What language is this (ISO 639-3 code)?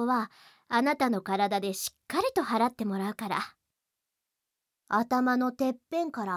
jpn